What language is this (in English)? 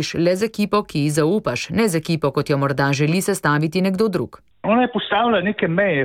Slovenian